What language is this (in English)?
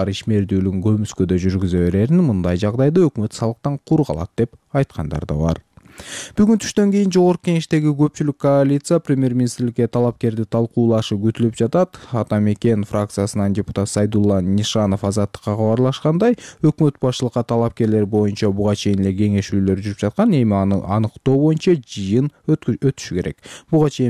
Kyrgyz